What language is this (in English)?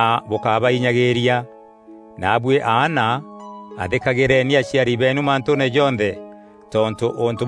Meru